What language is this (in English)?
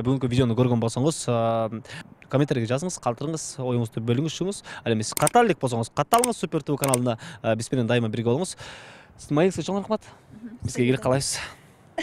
Kyrgyz